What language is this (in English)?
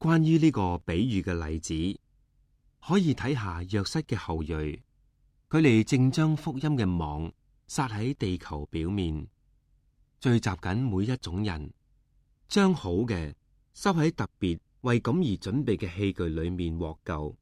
Cantonese